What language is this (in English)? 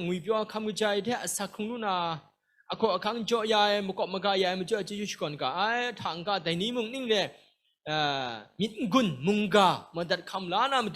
Kachin